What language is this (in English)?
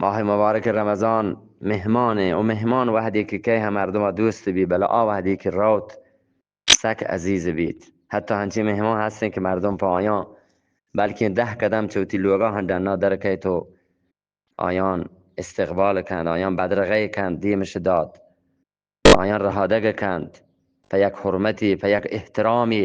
Eastern Balochi